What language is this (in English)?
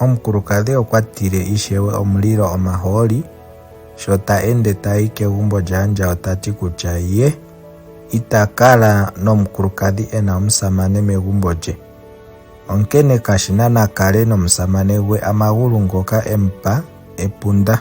Ndonga